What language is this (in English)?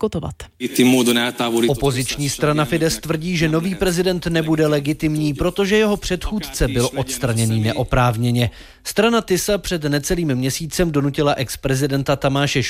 Czech